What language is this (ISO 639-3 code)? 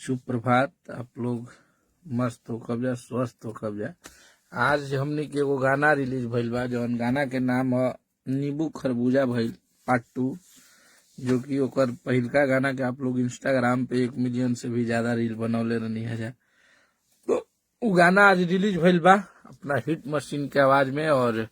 bho